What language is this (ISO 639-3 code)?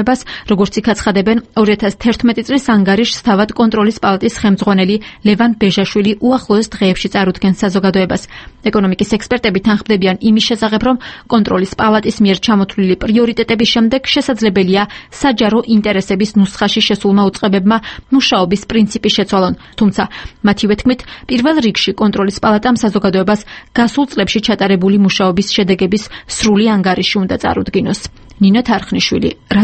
kat